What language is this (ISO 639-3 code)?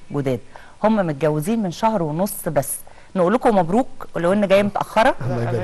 arz